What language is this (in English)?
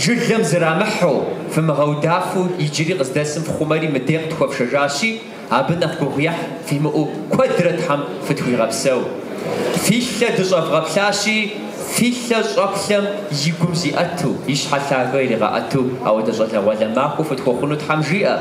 Kabardian